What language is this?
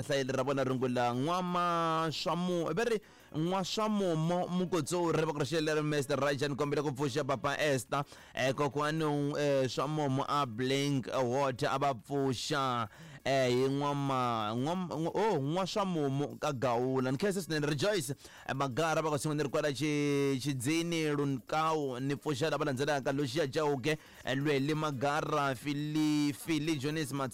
Tsonga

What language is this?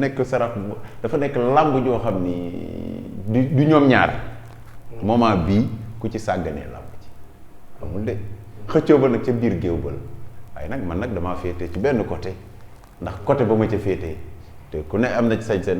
Wolof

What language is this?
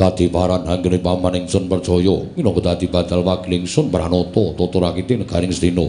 Javanese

